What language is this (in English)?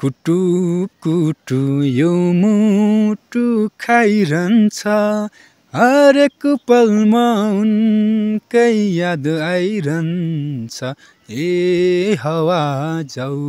Nepali